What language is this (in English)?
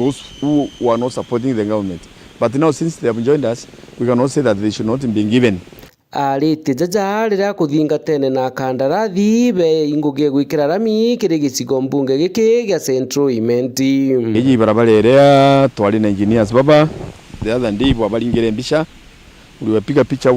Meru